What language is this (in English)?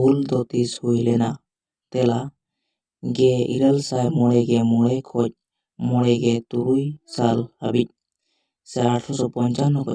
Santali